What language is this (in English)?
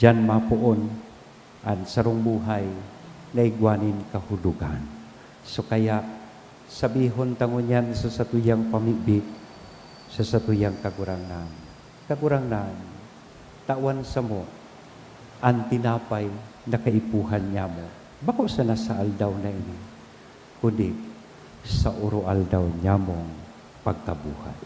Bikol